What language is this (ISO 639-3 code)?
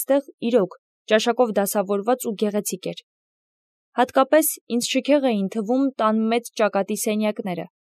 hye